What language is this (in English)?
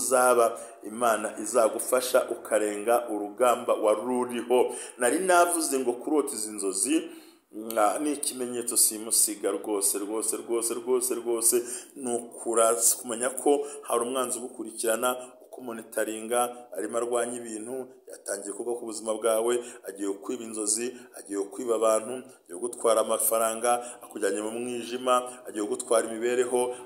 Kinyarwanda